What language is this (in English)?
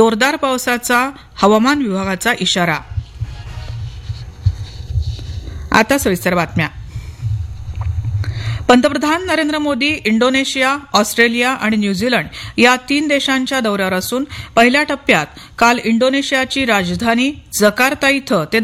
Marathi